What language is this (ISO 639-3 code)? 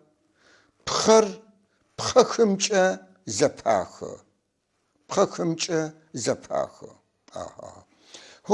apc